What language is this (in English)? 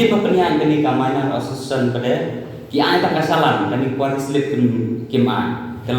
Khasi